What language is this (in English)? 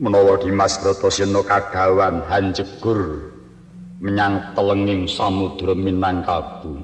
Javanese